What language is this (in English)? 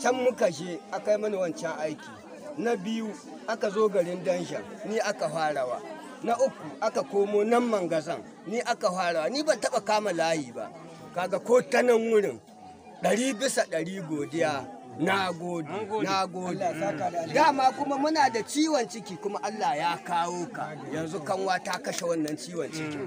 Hausa